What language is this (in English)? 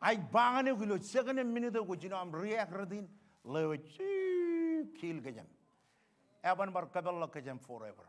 Marshallese